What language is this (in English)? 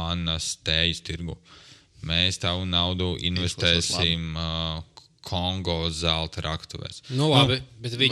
Latvian